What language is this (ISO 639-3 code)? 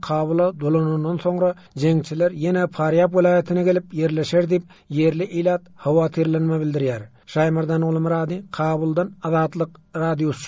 tuk